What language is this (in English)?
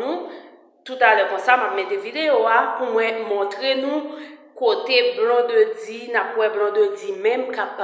Haitian Creole